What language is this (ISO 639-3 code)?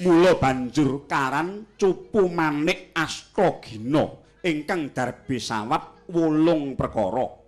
jav